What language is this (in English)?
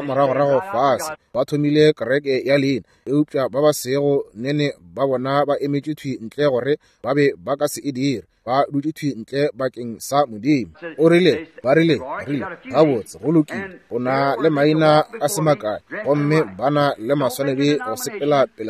Northern Sotho